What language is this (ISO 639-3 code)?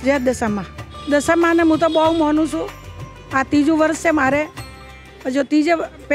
guj